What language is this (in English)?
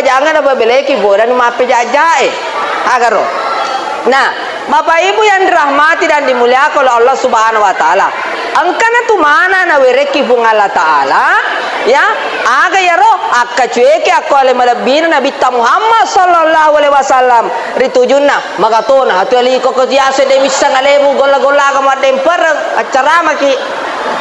Buginese